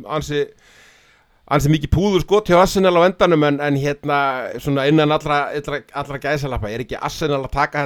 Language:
Icelandic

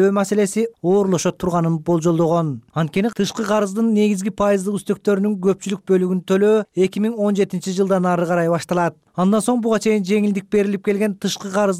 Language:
Kyrgyz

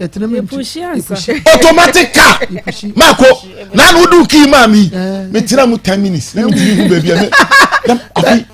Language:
Akan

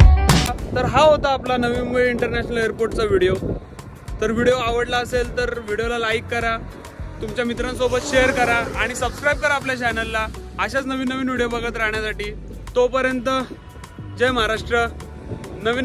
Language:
Marathi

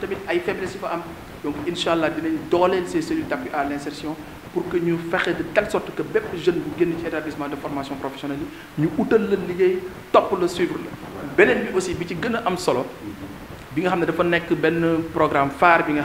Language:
Wolof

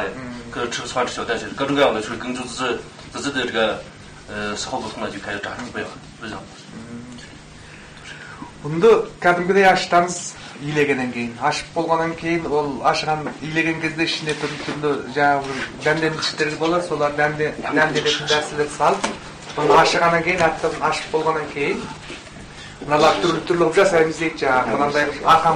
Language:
Kazakh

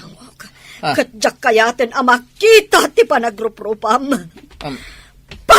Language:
Iloko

